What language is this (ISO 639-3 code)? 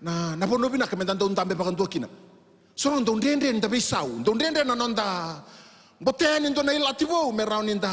fij